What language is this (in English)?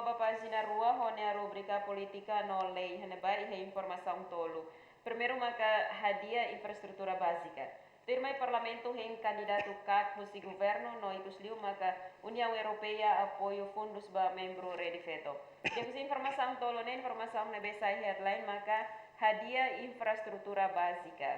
Tetum